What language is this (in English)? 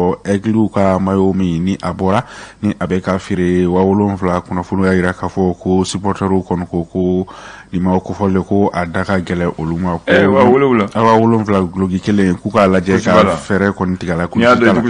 Bambara